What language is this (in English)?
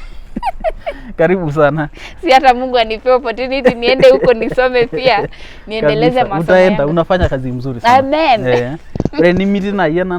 Masai